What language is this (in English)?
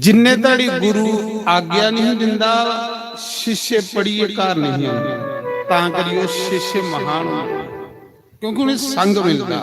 Dogri